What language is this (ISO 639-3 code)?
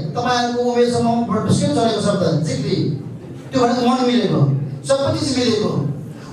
nep